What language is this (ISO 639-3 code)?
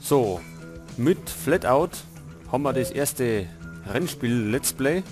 bar